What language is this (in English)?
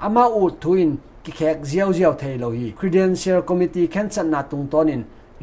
Tedim Chin